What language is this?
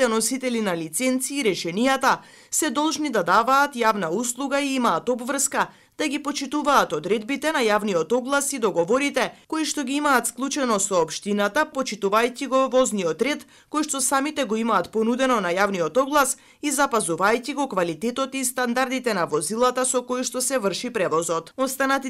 Macedonian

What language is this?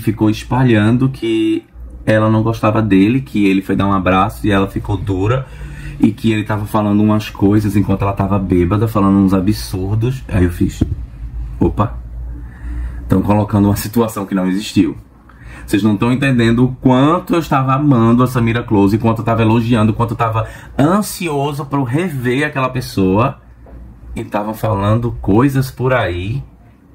Portuguese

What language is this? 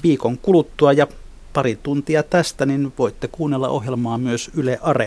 Finnish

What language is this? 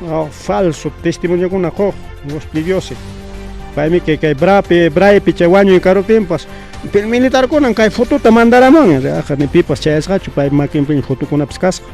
Ayacucho Quechua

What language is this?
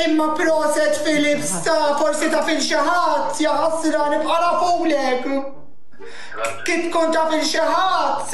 Maltese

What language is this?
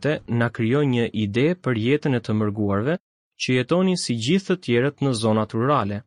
Albanian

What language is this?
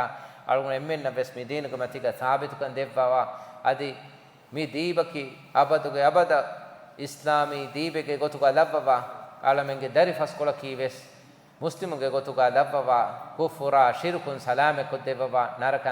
Divehi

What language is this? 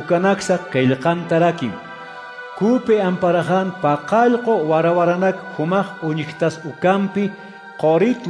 Aymara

